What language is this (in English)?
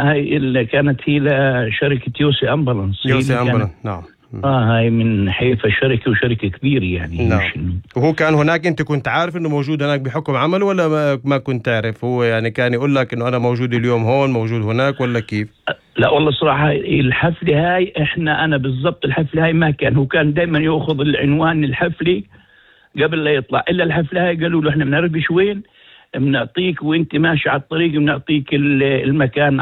North Levantine Arabic